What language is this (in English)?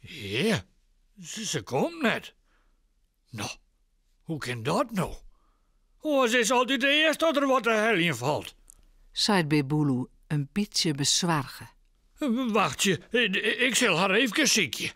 Western Frisian